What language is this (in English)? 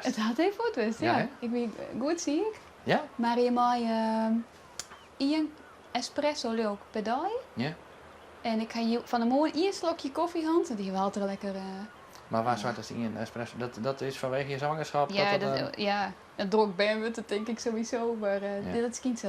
Western Frisian